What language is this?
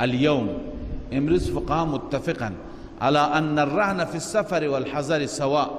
Persian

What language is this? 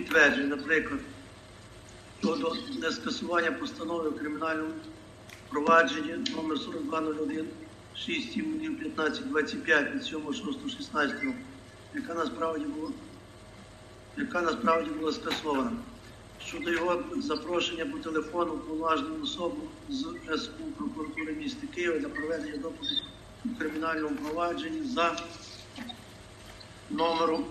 Ukrainian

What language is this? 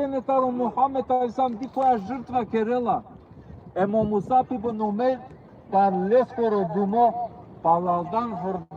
Balkan Romani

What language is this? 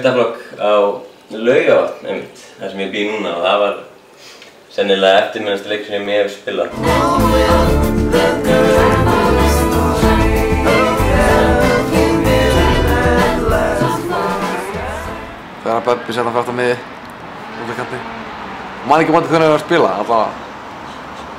Icelandic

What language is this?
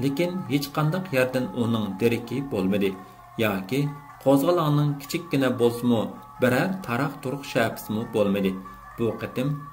Uyghur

